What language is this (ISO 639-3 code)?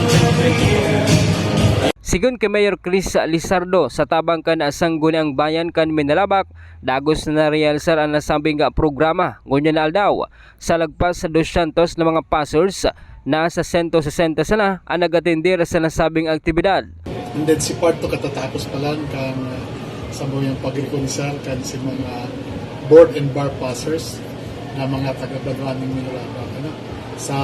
bik